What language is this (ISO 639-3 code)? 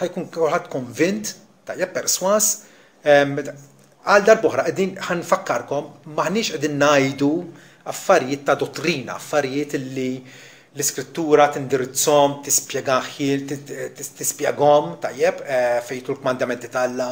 mlt